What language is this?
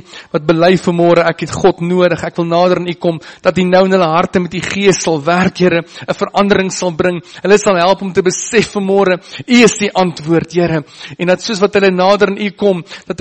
Afrikaans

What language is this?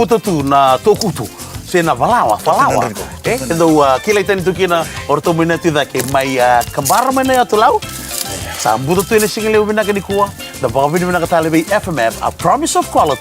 Fijian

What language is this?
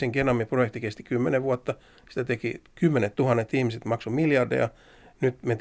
Finnish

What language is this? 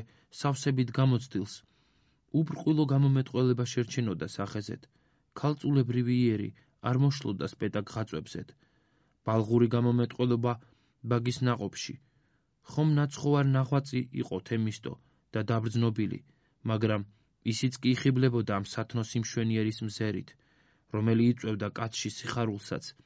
Georgian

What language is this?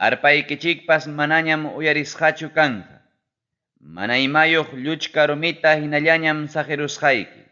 Ayacucho Quechua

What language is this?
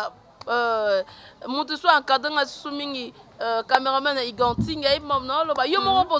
Lingala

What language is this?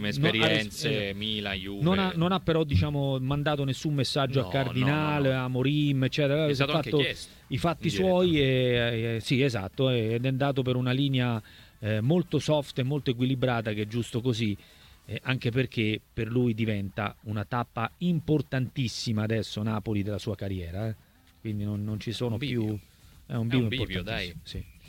Italian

